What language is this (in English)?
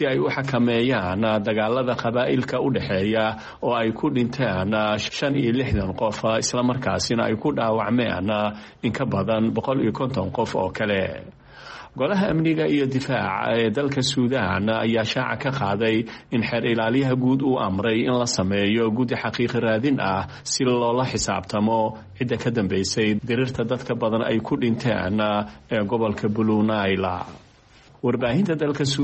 Somali